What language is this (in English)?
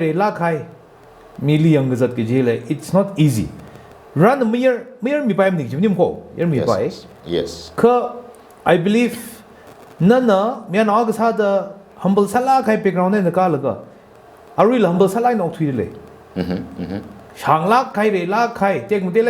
Tangkhul Naga (India)